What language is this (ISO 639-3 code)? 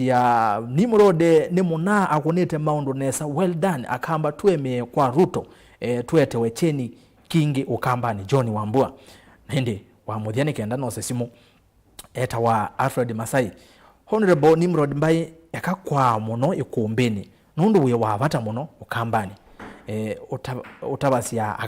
kam